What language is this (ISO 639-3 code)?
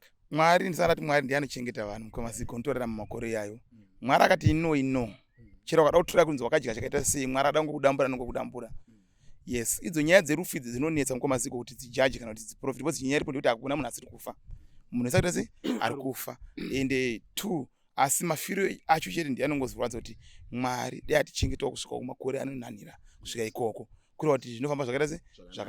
sna